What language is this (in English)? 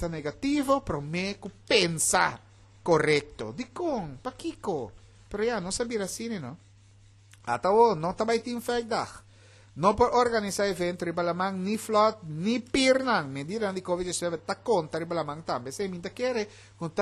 Papiamento